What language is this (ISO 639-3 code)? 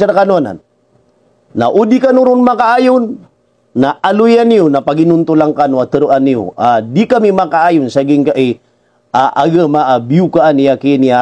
mrw